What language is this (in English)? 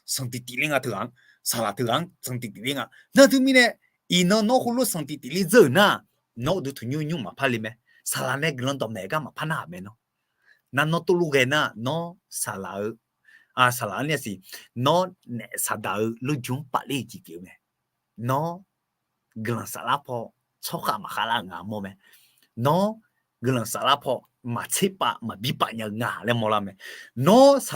Akha